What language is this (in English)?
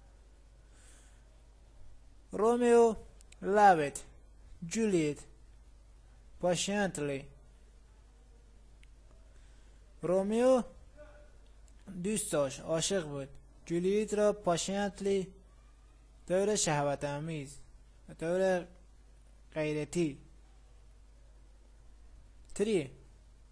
Persian